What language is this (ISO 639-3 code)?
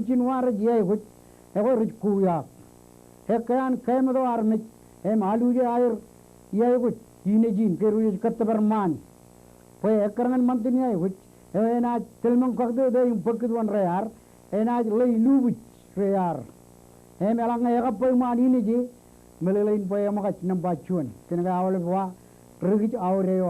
mah